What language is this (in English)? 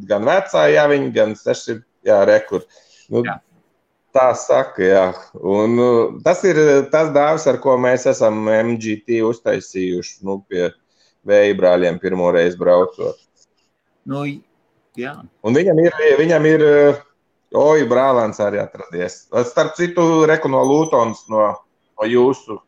Latvian